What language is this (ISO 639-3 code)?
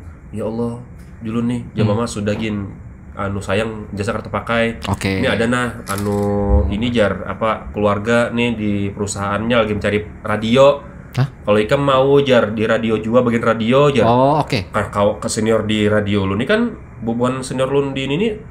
bjn